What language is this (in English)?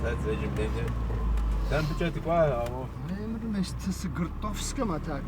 Kabardian